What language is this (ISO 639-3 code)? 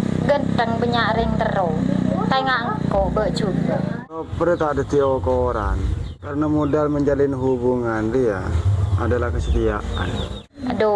mad